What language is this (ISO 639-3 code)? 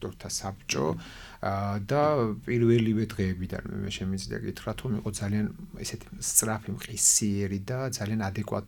kat